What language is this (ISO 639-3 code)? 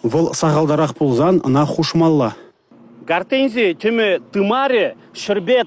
chv